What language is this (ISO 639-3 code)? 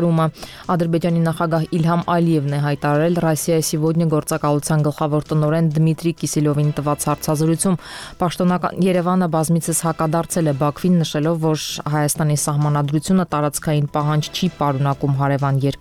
hye